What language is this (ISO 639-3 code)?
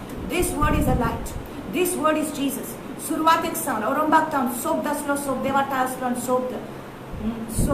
kok